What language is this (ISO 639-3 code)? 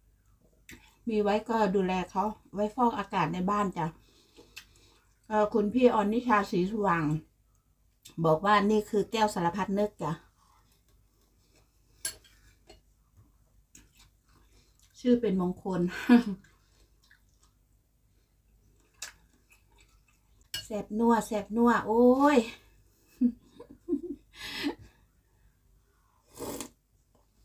tha